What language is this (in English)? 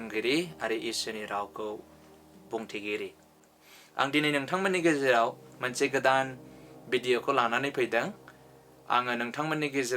Bodo